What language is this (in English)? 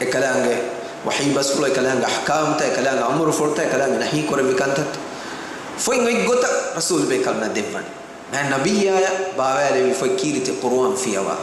Divehi